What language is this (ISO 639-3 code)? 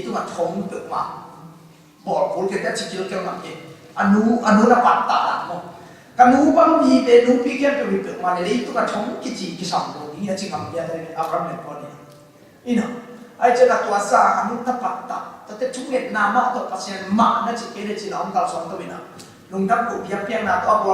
ctd